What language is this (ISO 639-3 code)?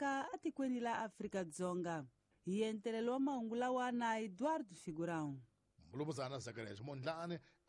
tso